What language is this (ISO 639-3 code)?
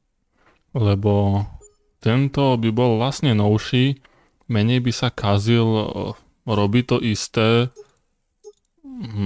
slk